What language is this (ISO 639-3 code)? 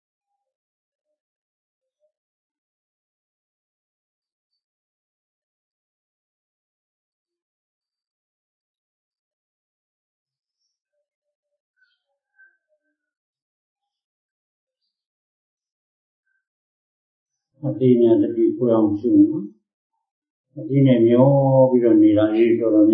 mya